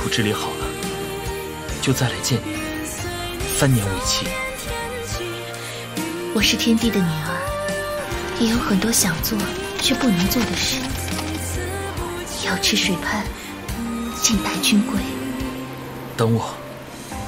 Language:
Chinese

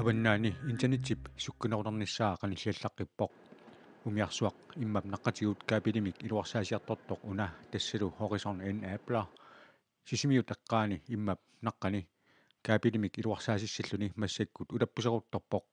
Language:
Kalaallisut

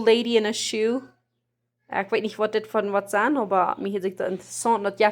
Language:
Plautdietsch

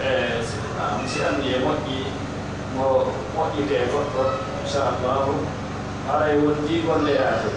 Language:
Fula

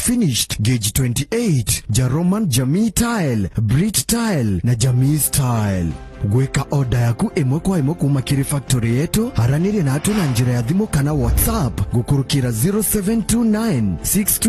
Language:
Meru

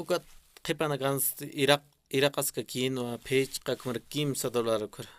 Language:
Aymara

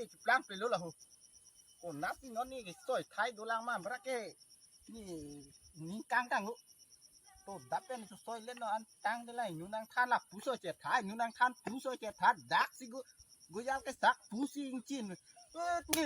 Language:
Karbi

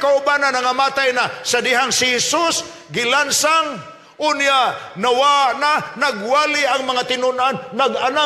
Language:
Cebuano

